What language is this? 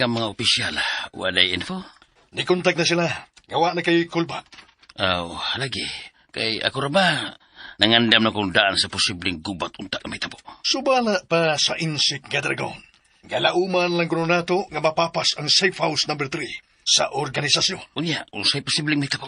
Cebuano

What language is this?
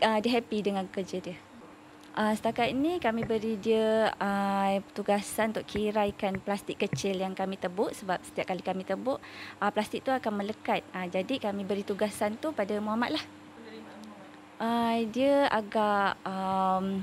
Malay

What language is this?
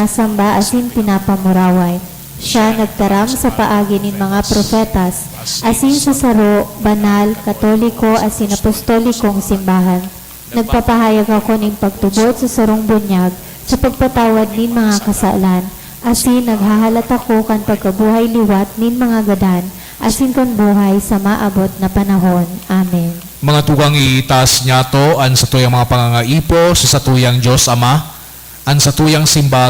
Bikol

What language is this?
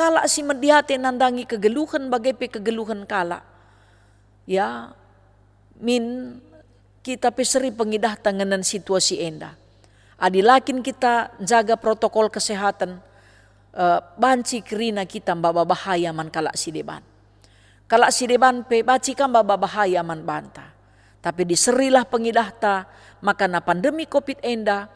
Batak Karo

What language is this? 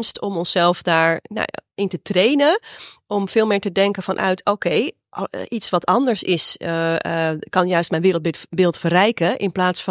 Dutch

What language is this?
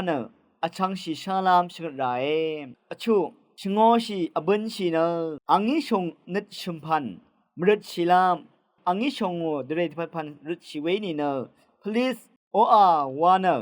Rawang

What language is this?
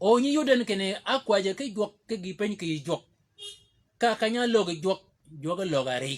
Shilluk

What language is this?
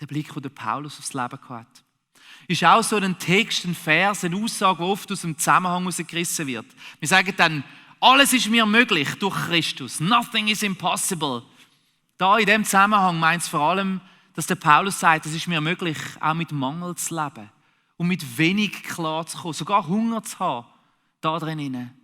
Swiss German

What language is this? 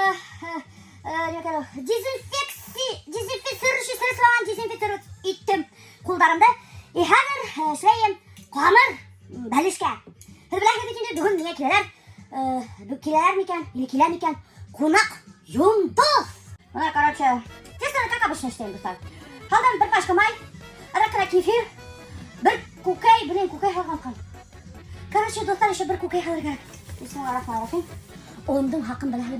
Bashkir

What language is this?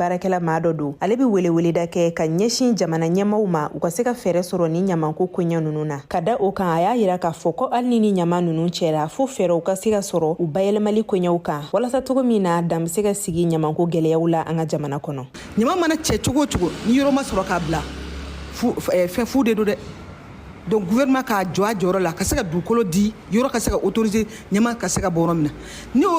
Bambara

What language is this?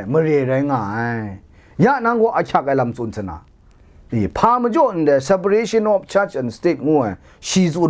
Kachin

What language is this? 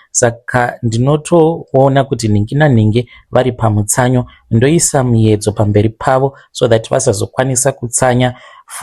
Shona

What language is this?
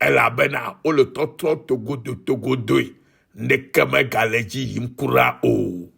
Ewe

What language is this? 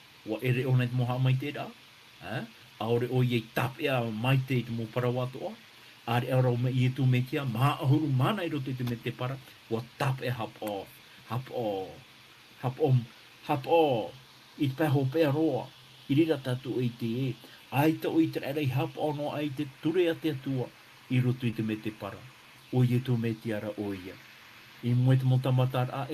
Tahitian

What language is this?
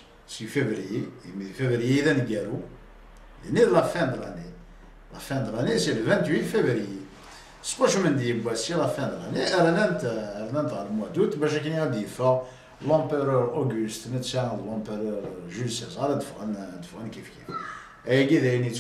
Kabyle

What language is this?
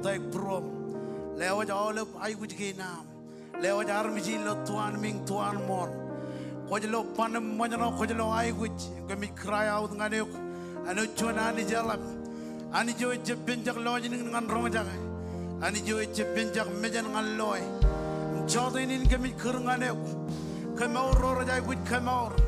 Marshallese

